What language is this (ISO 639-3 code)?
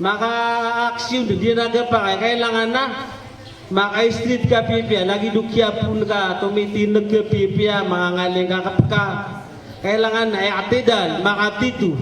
mrw